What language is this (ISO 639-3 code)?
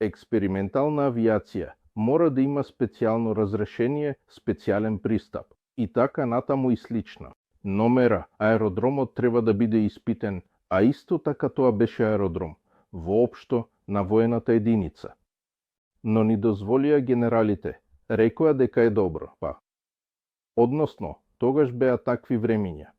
mkd